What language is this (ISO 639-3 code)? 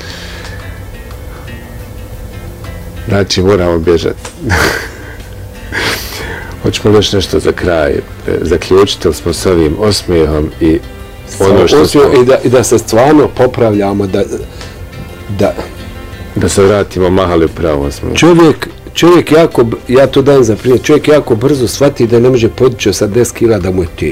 bos